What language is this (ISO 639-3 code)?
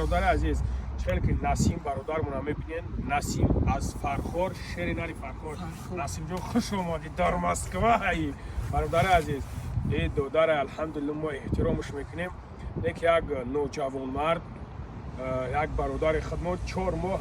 tgk